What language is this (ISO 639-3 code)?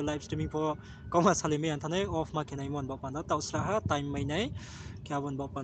ria